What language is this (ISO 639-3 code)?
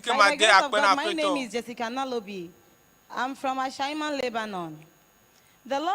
ewe